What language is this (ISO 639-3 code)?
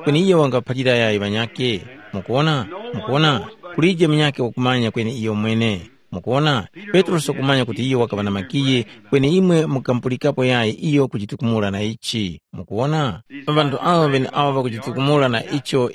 tum